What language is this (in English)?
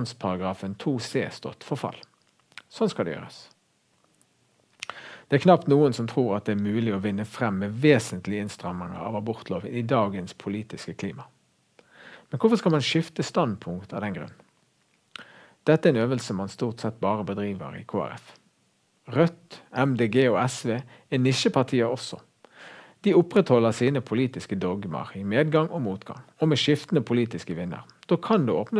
Norwegian